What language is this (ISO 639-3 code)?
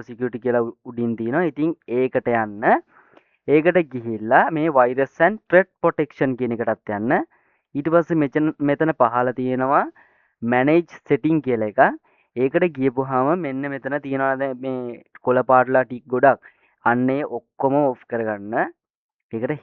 sin